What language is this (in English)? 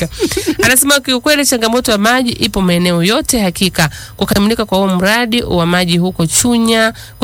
Swahili